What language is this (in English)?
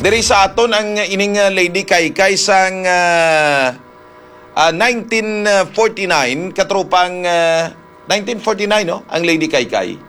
Hiligaynon